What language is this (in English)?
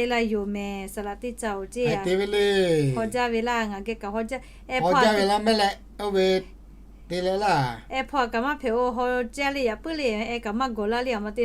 Lahu